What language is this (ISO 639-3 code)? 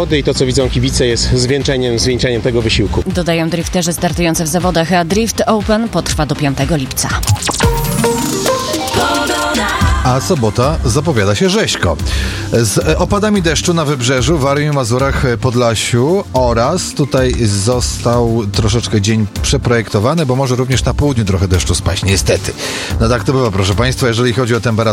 pol